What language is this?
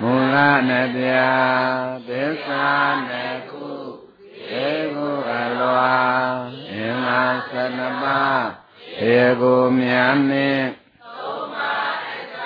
Burmese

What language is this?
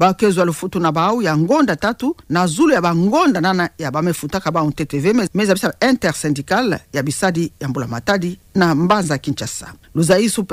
Kituba (Democratic Republic of Congo)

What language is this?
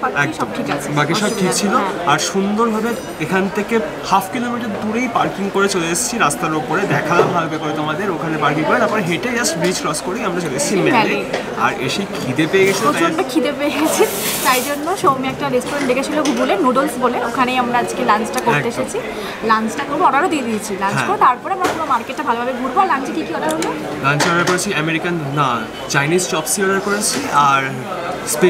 Bangla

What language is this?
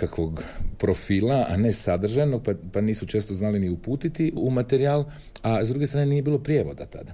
Croatian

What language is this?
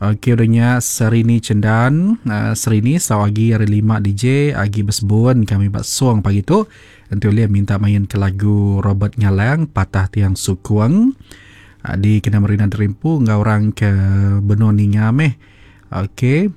Iban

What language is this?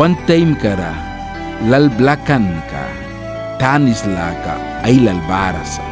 Mískito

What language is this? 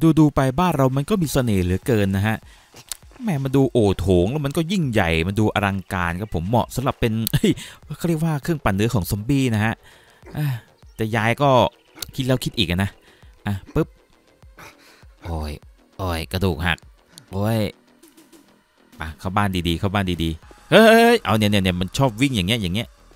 Thai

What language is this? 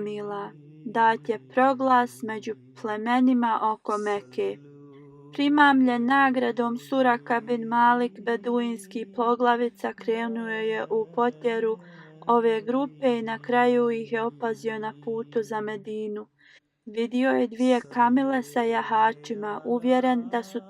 Bosnian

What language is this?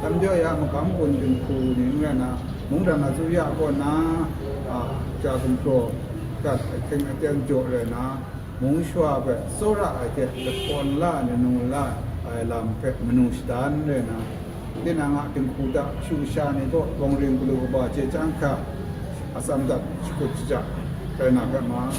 Kachin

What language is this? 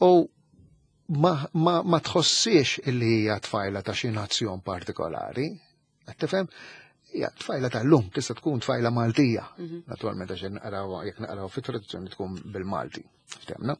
Maltese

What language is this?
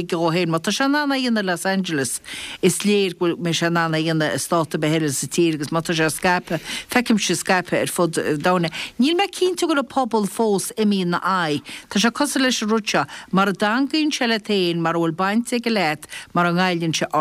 Irish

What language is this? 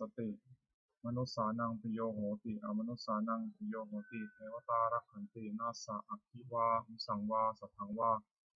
Pali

